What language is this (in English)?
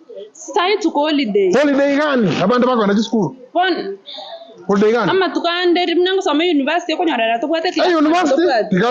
Gusii